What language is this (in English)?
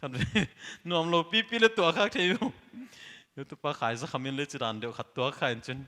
Paite Chin